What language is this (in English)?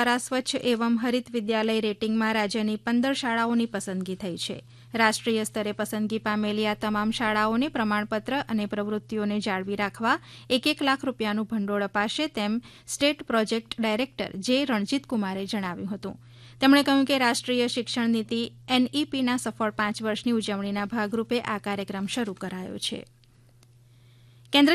Gujarati